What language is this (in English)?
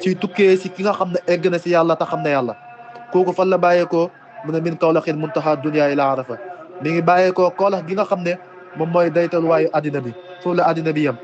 Wolof